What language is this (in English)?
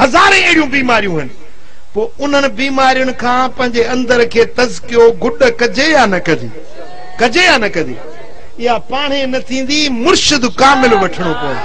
Sindhi